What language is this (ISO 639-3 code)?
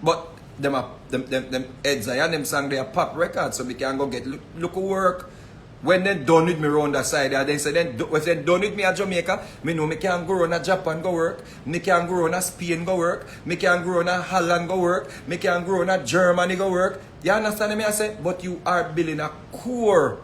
jam